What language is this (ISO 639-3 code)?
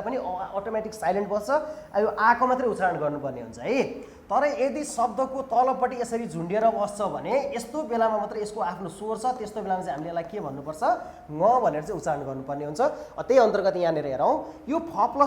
nep